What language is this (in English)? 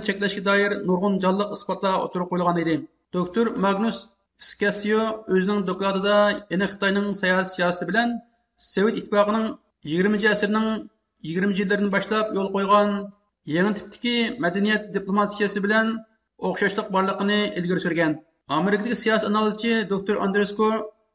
Uyghur